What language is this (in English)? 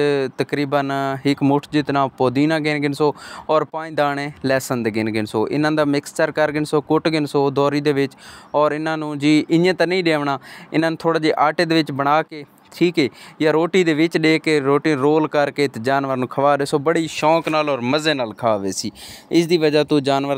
Saraiki